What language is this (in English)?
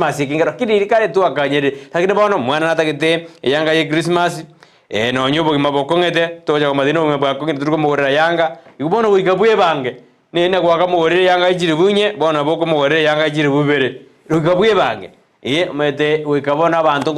Gusii